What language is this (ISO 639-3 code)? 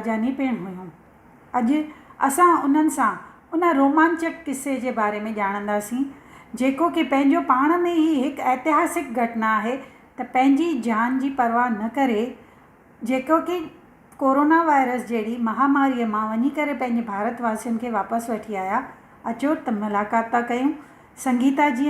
snd